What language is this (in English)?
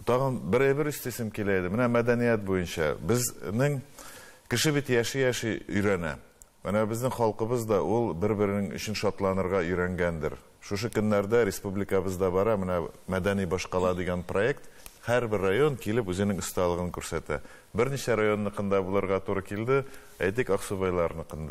Tatar